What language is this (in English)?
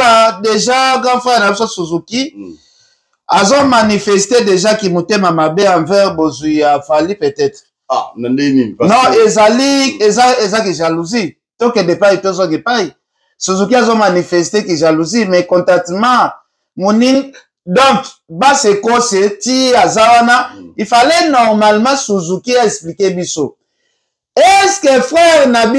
Lingala